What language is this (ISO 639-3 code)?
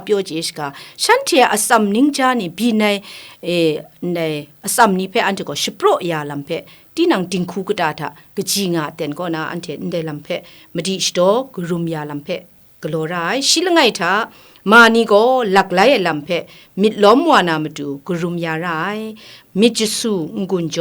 kac